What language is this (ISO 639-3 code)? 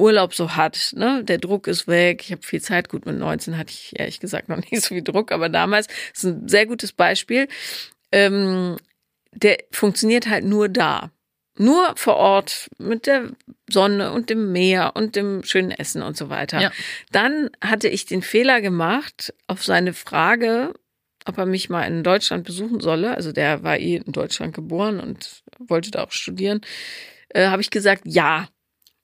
deu